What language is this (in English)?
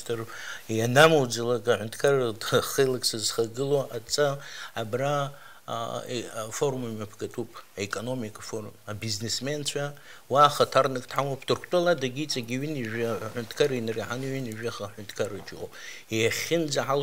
Abkhazian